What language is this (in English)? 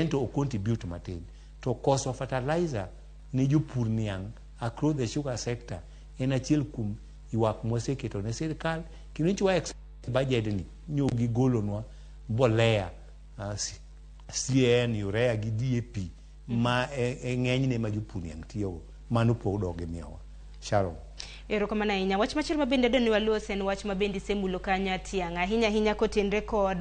Luo (Kenya and Tanzania)